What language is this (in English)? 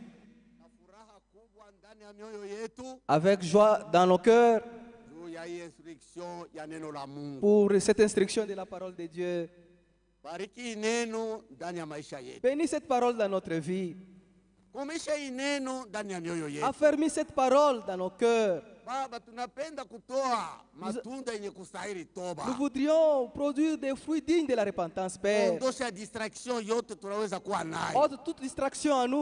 Swahili